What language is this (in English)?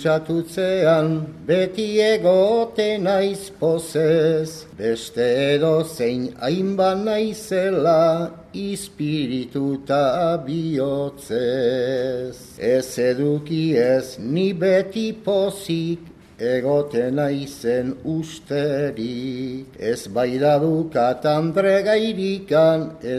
Basque